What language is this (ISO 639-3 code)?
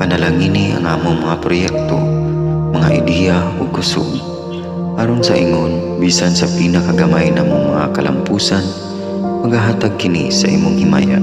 ceb